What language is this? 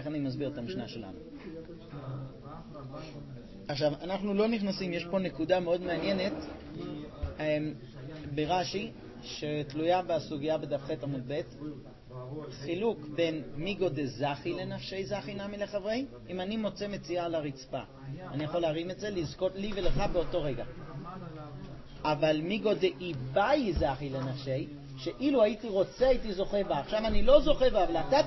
Hebrew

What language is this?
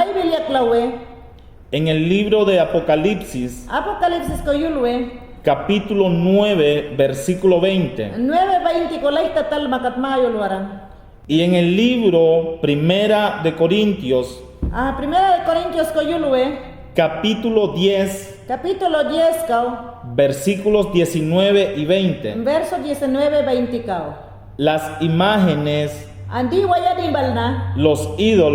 Mayangna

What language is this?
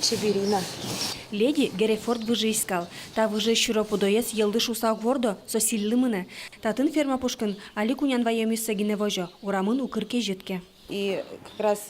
Udmurt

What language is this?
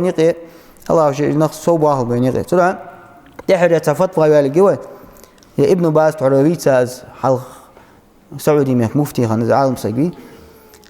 Ingush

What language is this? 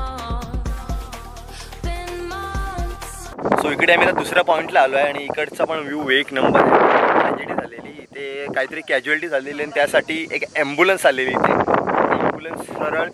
Marathi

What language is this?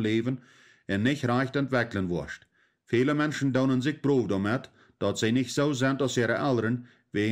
Plautdietsch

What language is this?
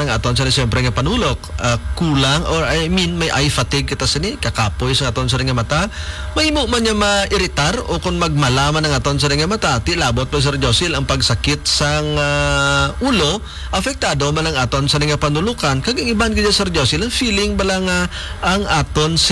Hiligaynon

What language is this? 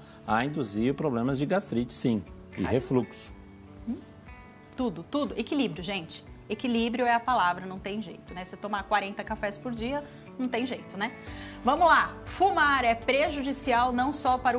Portuguese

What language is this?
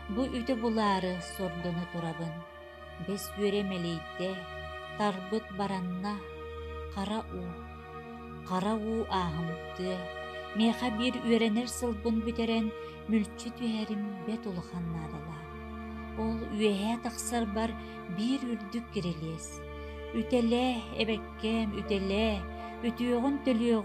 Yakut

